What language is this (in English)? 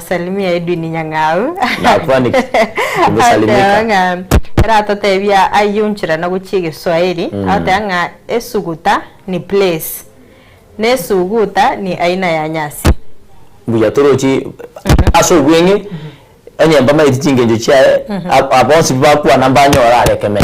Gusii